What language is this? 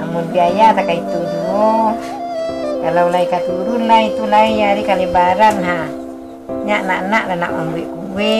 Minangkabau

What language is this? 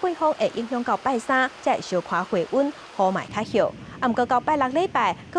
Min Nan Chinese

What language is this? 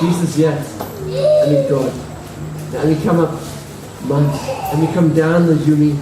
Tok Pisin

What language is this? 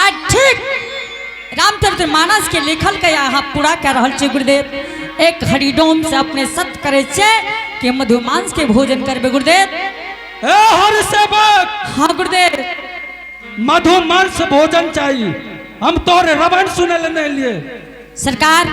Angika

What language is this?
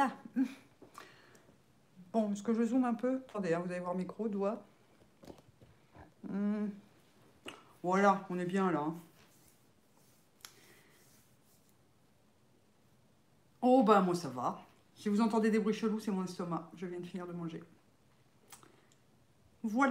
French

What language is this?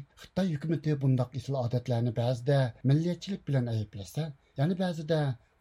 Uyghur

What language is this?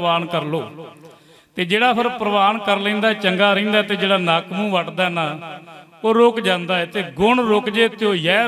Punjabi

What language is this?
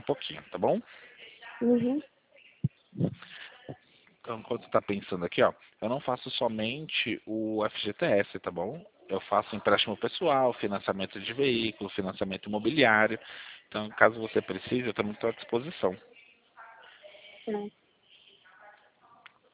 Portuguese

